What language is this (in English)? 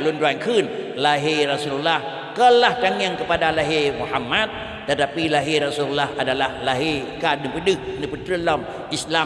Achinese